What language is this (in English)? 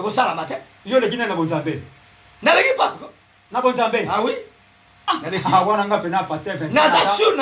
Lingala